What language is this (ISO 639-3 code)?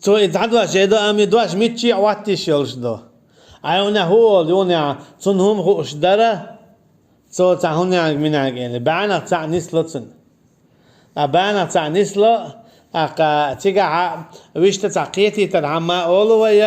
che